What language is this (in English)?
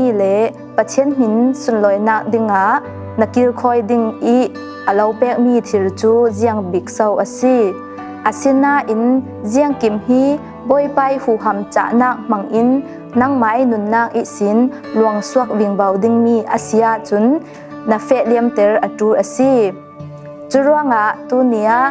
Falam Chin